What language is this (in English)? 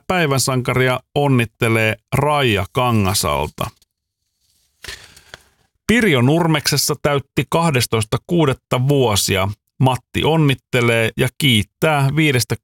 Finnish